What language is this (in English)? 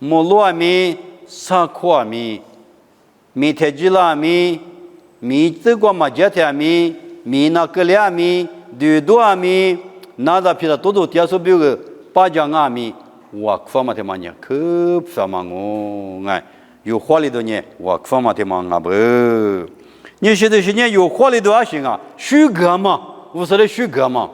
Lisu